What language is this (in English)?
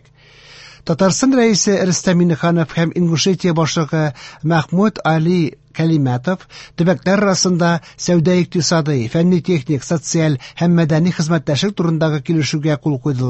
Tatar